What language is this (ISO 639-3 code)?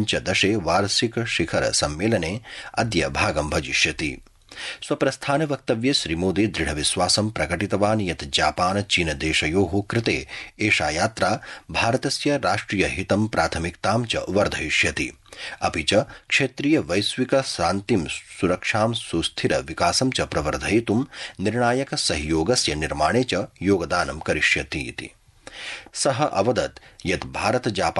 san